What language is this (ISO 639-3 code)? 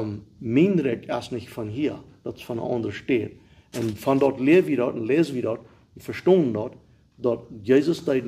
pdt